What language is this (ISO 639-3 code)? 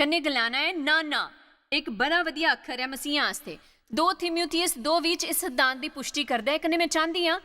doi